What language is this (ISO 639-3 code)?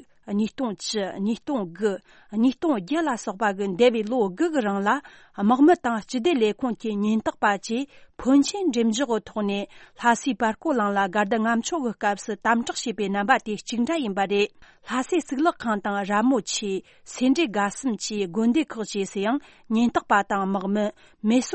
bod